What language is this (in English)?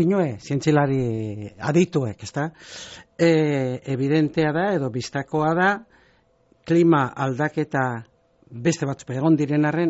Basque